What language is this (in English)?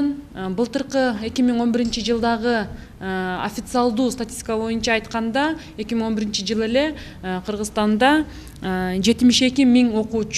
Kyrgyz